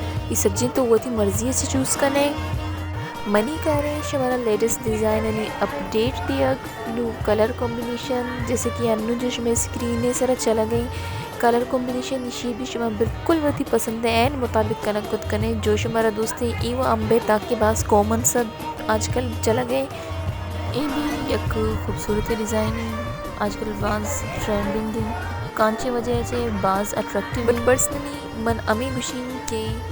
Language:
Baluchi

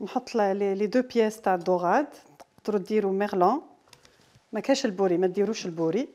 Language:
Algerian Arabic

